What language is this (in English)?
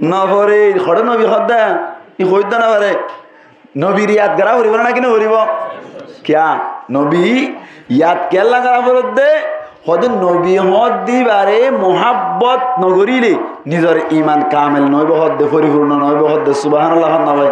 Rohingya